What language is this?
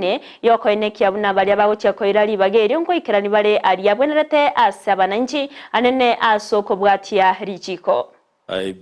Gusii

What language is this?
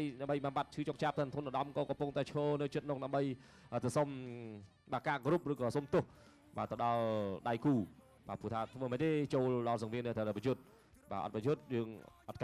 Khmer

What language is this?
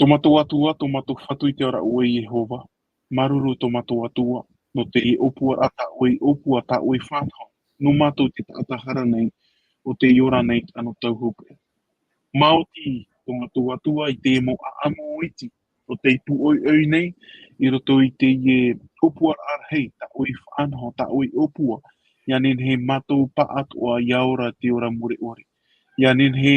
Tahitian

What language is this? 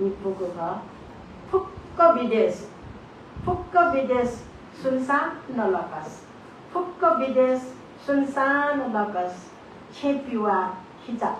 Newari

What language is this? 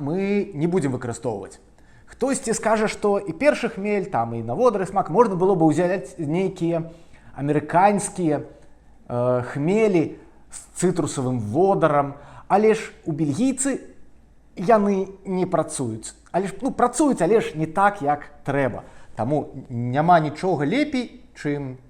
Belarusian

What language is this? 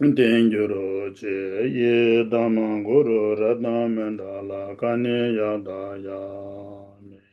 Tibetan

